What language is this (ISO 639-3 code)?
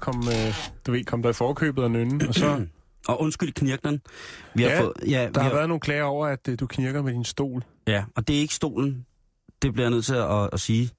dan